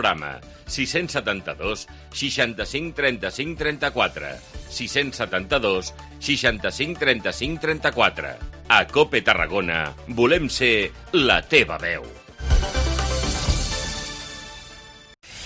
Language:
Catalan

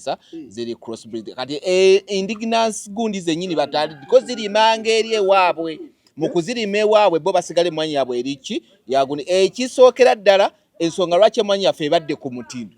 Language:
Ganda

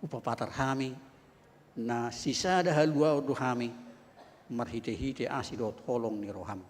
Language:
Batak Toba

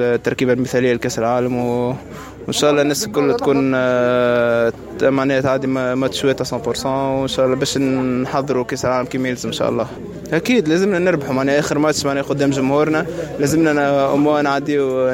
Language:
Tunisian Arabic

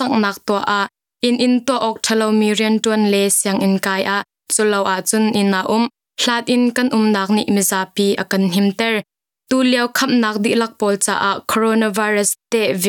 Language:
Hakha Chin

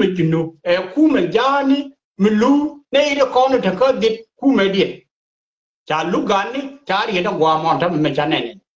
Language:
Nuer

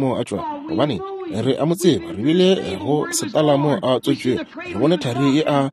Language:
Northern Sotho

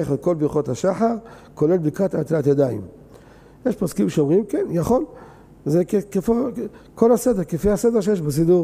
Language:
Hebrew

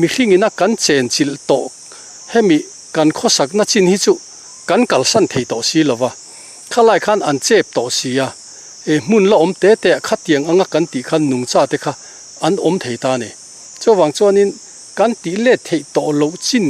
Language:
Mizo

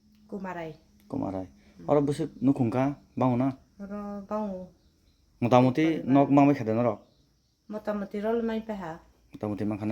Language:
Kok Borok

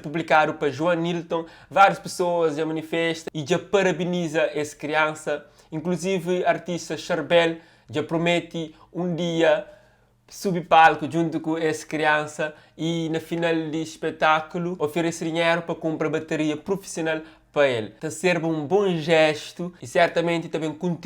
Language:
Kabuverdianu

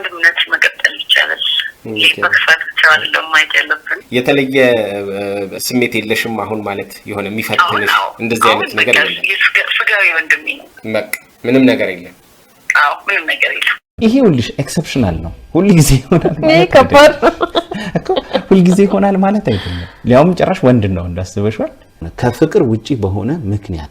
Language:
Amharic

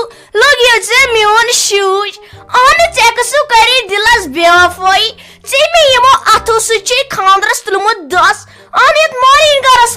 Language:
Kashmiri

